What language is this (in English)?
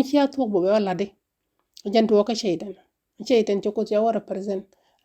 Nuer